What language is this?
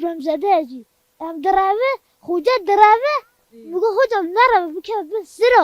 Kurdish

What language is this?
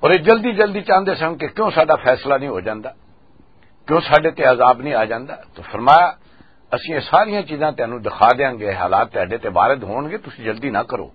Western Panjabi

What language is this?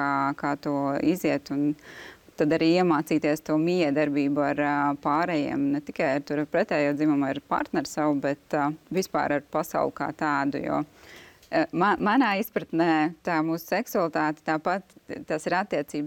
Latvian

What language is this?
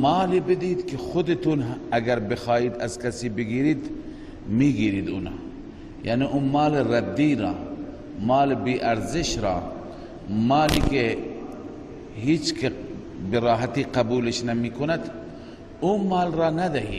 Persian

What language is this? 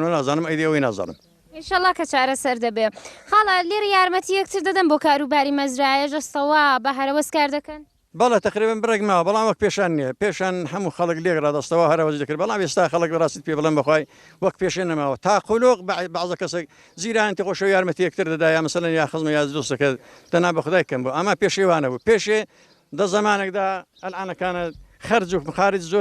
Central Kurdish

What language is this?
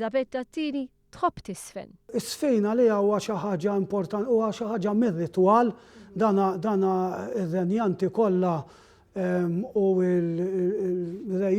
Maltese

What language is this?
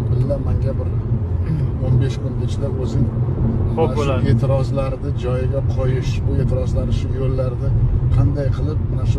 Uzbek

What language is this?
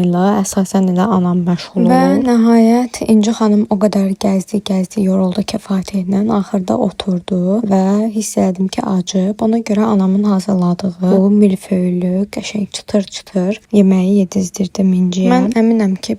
Azerbaijani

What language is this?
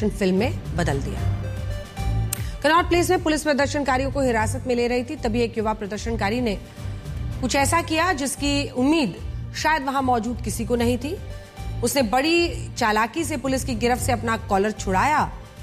Hindi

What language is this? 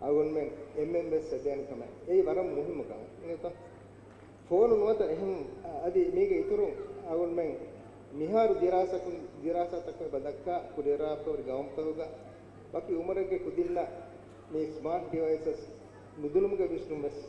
Divehi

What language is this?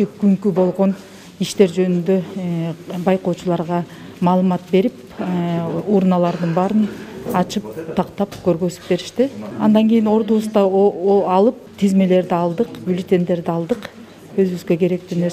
Kyrgyz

